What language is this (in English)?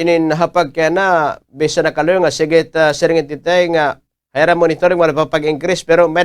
Waray